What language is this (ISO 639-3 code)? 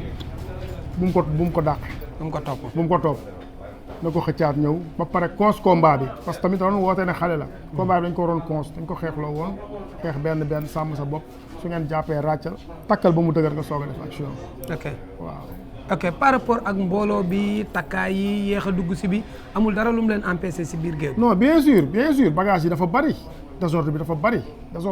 wol